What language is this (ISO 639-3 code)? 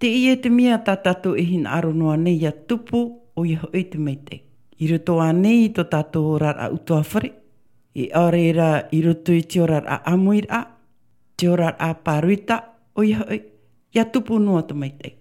tah